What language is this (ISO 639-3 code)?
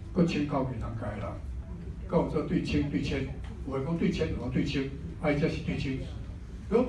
nan